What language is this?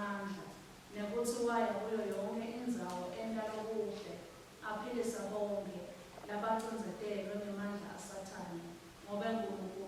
Swati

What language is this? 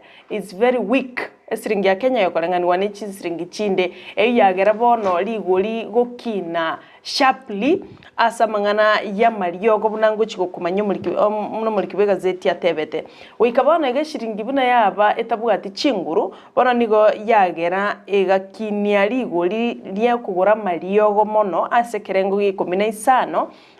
Gusii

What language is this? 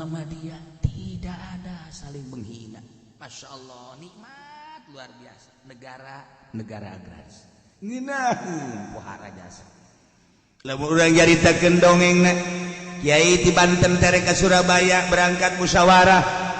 Sundanese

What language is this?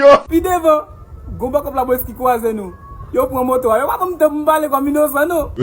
Haitian Creole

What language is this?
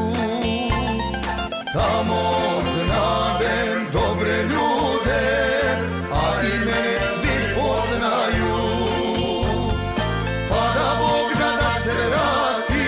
Croatian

